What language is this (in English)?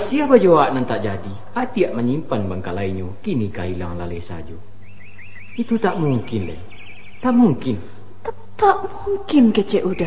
Minangkabau